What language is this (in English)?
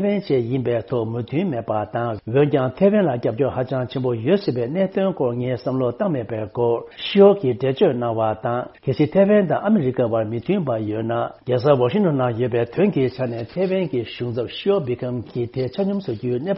Tibetan